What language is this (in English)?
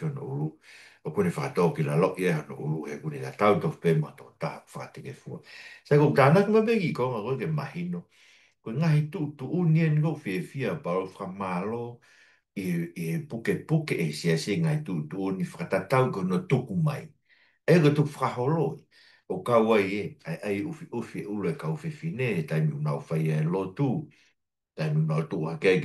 Tongan